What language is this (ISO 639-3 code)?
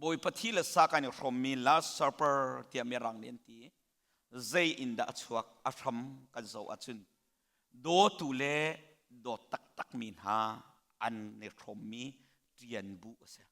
cnh